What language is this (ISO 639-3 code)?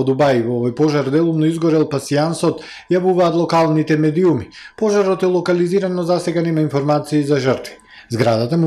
mkd